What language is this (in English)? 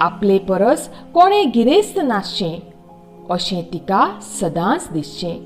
Konkani